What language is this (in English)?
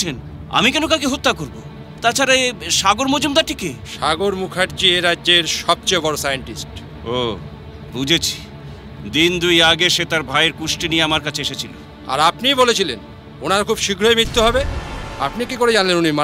Bangla